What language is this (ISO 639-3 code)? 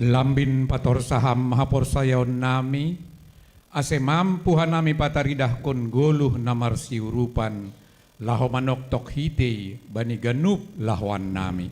bts